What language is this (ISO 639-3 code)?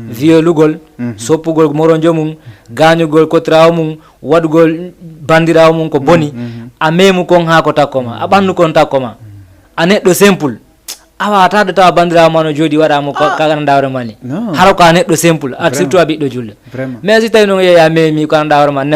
ful